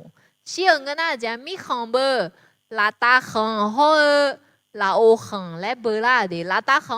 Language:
Akha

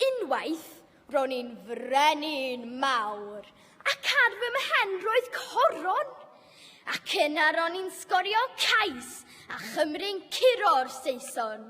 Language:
Welsh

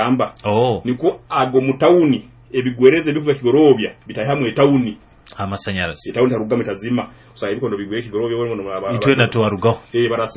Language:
Nyoro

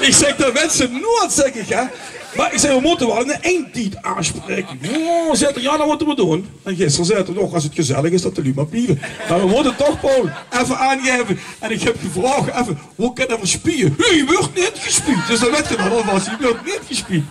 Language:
Limburgish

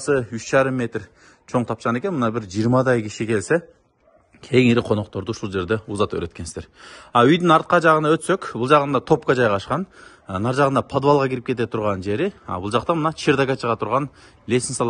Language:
Kyrgyz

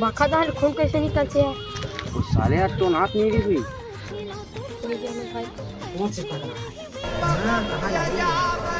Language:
Chhattisgarhi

